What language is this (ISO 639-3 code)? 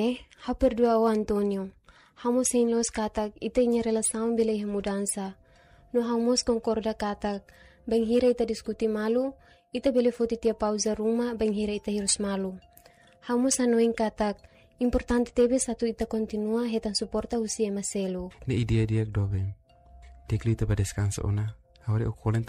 tet